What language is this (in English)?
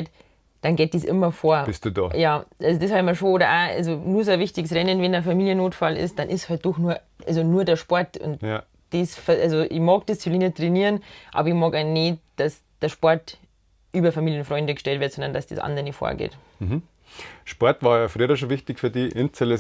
Bavarian